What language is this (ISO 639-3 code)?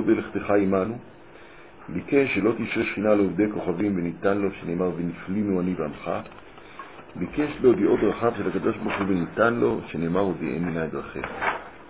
heb